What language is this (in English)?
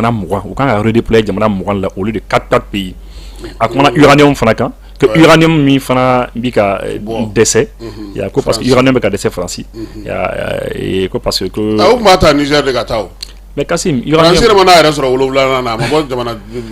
Bambara